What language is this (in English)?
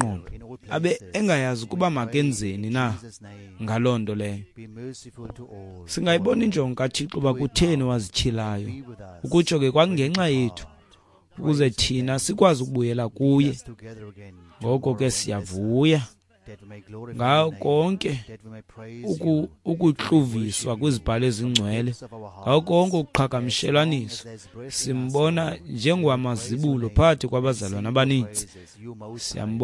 Xhosa